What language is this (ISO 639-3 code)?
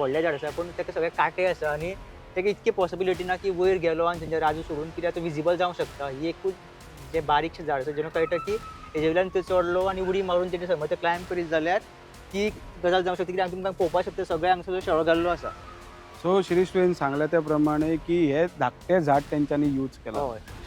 kok